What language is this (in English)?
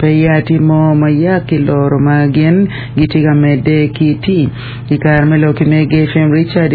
Acoli